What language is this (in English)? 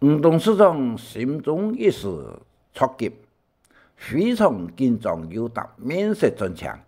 Hakka Chinese